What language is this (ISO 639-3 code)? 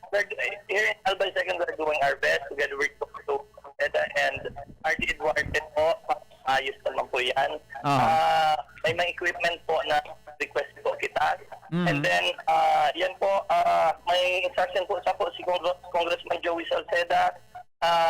bik